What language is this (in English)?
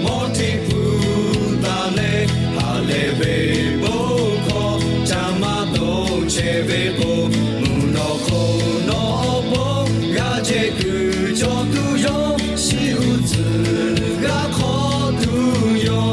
Lahu